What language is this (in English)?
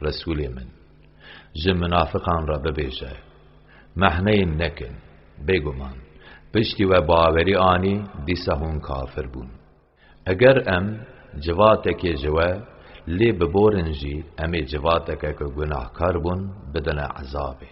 Kurdish